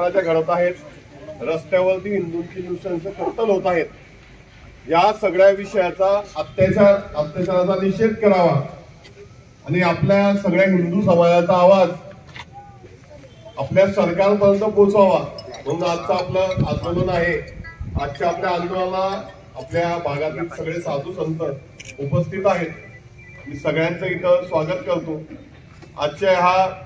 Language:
Marathi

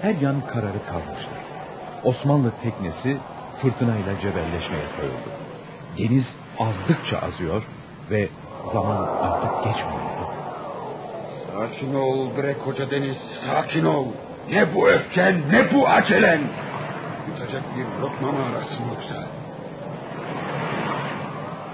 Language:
Turkish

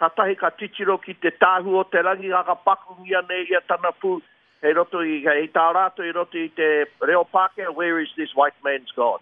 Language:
Māori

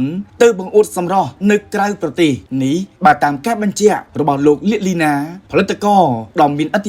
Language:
Khmer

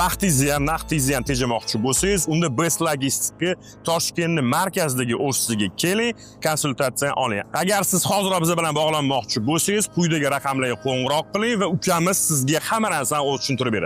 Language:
Uzbek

